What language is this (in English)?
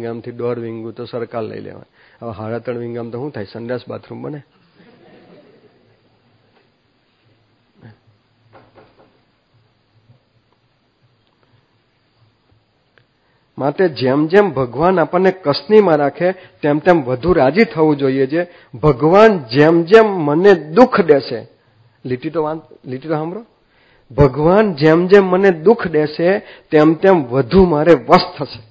Gujarati